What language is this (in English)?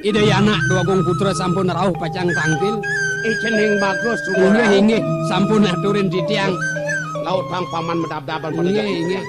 Balinese